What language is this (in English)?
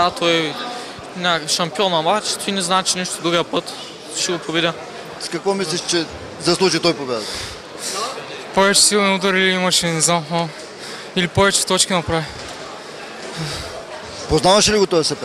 Bulgarian